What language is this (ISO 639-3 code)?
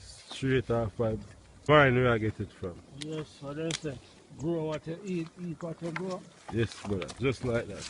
jam